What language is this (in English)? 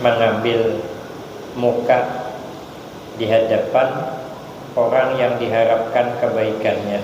Banjar